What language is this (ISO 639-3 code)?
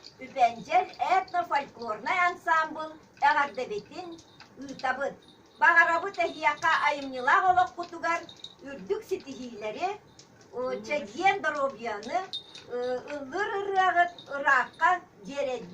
sah